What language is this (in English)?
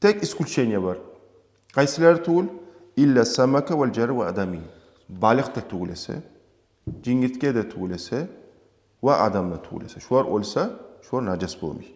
Kumyk